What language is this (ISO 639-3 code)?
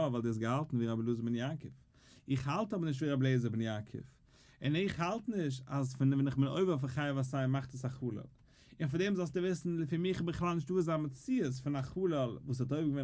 yid